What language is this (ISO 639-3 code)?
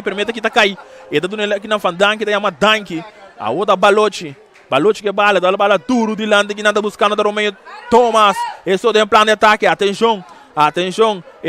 pap